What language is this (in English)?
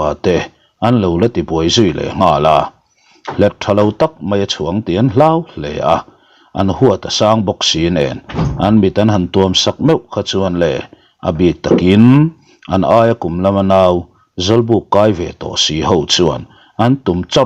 Mizo